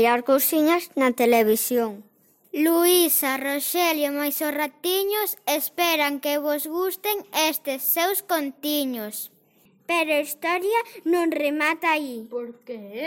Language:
Galician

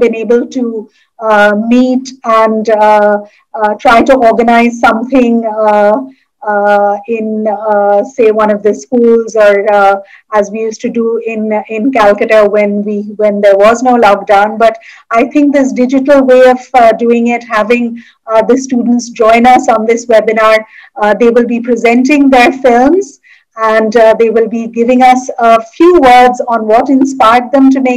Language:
English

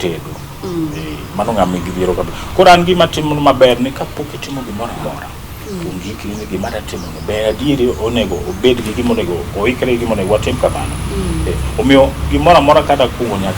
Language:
Luo (Kenya and Tanzania)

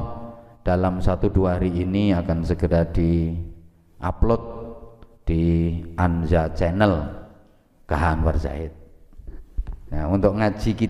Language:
Indonesian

